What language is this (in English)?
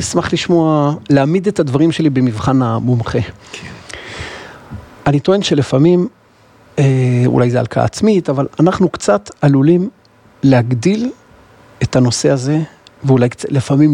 Hebrew